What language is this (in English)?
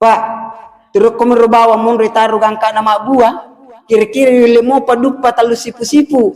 Buginese